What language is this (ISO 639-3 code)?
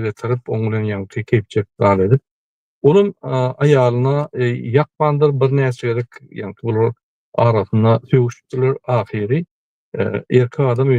tuk